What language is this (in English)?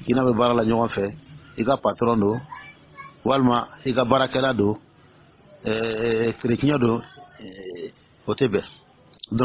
Dyula